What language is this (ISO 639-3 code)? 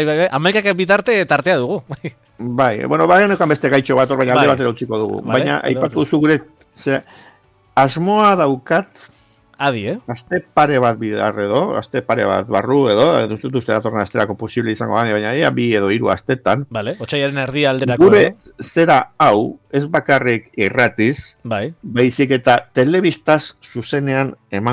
eus